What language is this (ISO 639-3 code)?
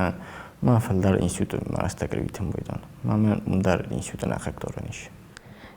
oss